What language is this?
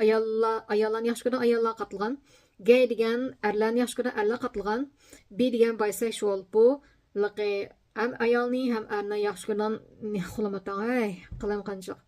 Uyghur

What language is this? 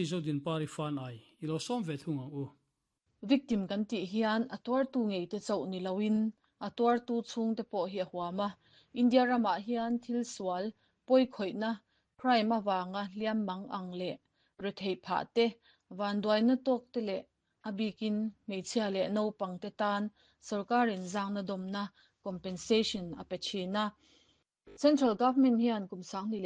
Mizo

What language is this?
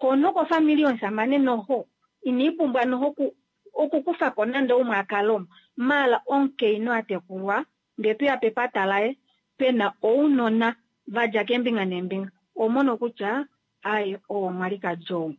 Kuanyama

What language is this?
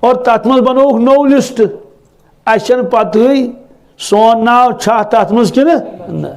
Kashmiri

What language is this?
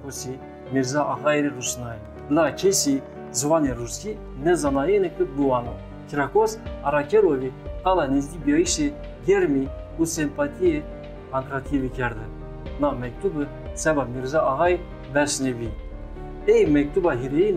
Zaza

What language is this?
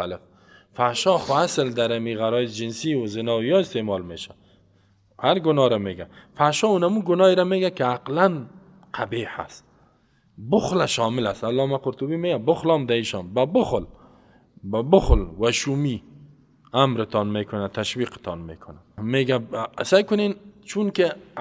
Persian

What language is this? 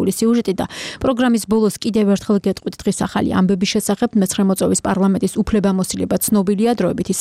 Georgian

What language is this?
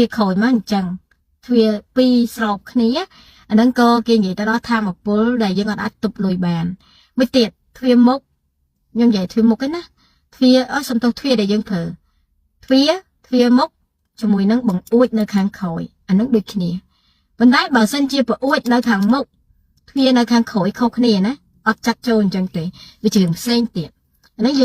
Khmer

